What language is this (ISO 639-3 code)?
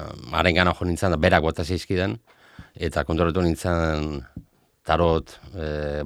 eus